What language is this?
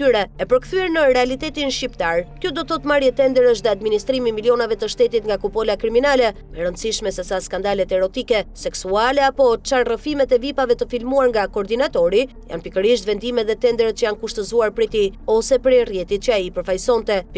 Albanian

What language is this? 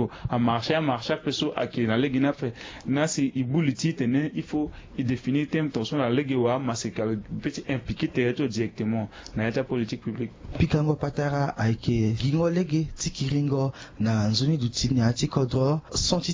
Sango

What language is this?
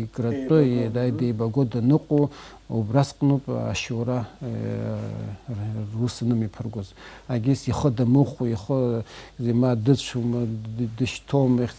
Abkhazian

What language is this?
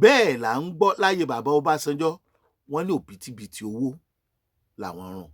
Yoruba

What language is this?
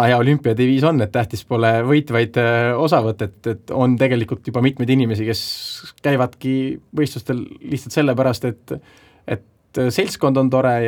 Estonian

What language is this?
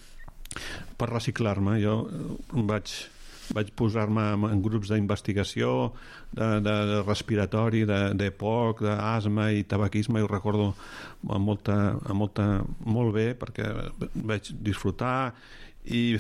Catalan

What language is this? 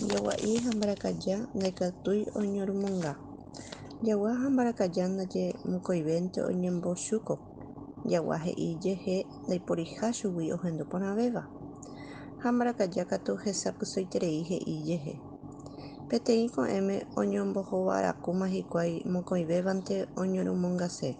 Guarani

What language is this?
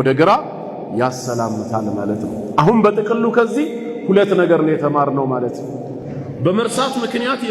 Amharic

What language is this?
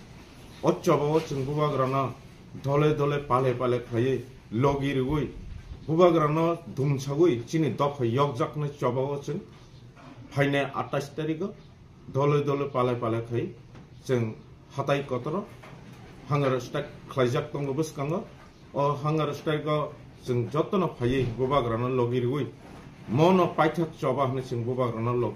Kok Borok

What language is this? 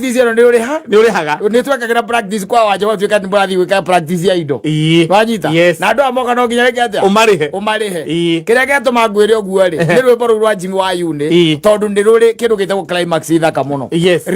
Kikuyu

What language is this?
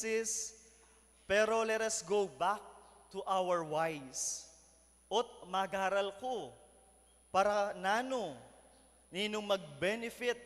Pampanga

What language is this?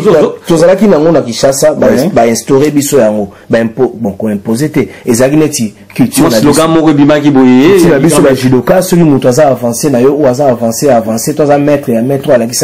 Lingala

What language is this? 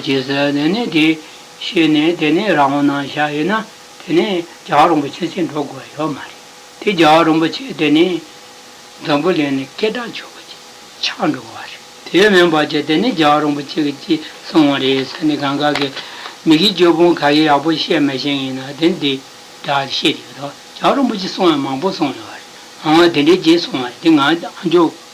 Tibetan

